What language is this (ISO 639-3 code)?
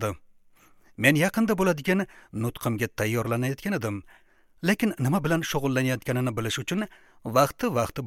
uzb